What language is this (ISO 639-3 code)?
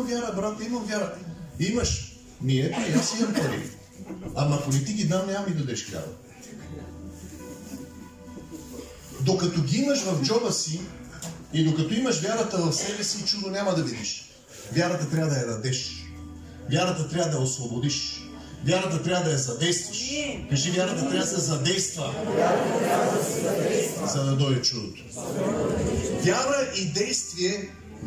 bul